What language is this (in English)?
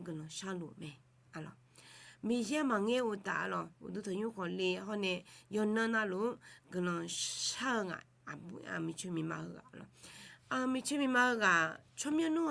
Akha